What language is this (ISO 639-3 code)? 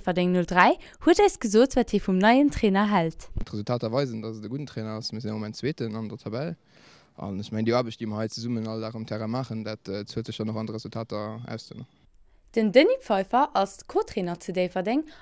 ltz